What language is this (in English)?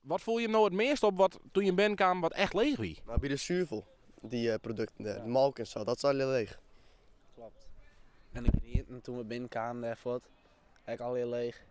Western Frisian